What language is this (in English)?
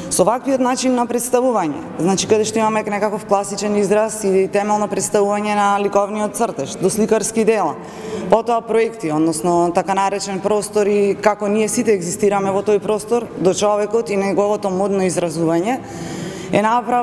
Macedonian